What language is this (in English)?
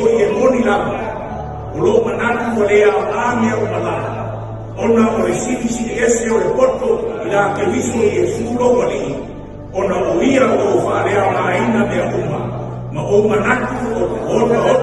Samoan